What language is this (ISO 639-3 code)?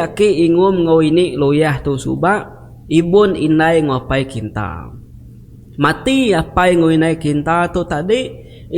iba